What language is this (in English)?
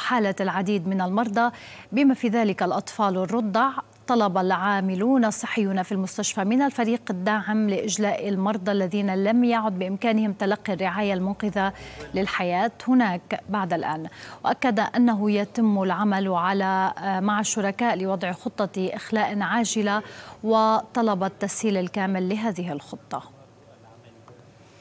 Arabic